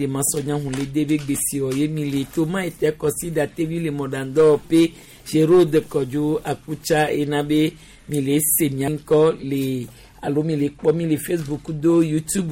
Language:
Gen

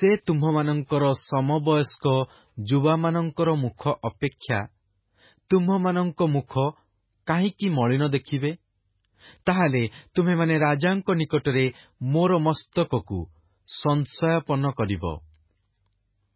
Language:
Odia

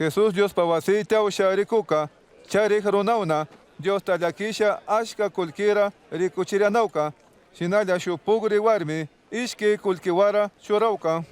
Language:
Chimborazo Highland Quichua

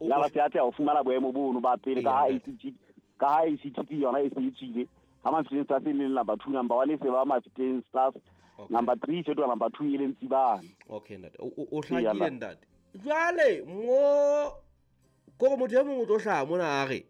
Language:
Southern Sotho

